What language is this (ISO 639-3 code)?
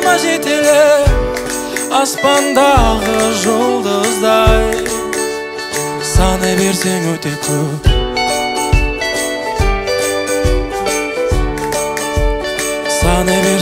kaz